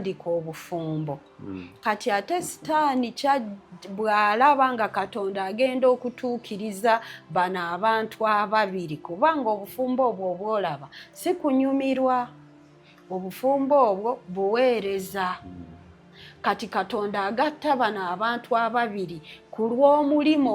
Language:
Ganda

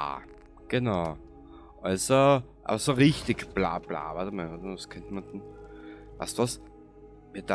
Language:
Bavarian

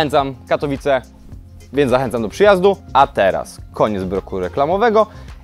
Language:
Polish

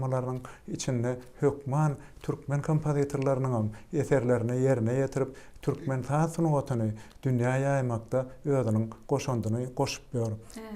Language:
Turkmen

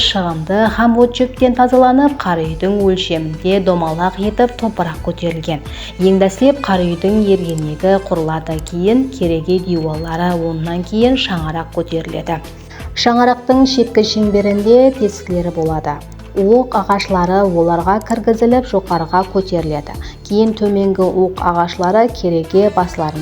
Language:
Kara-Kalpak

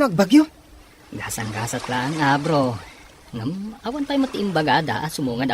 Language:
Iloko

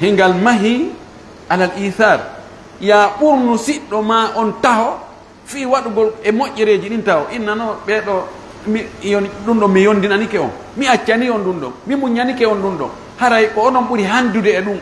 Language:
Fula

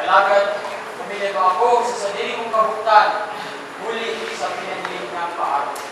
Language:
Bikol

